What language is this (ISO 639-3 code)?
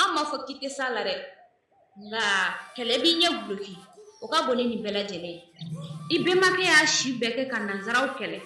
bam